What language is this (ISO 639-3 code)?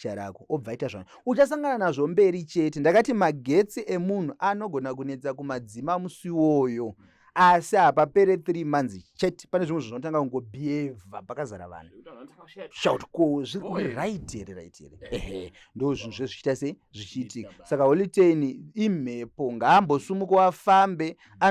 sna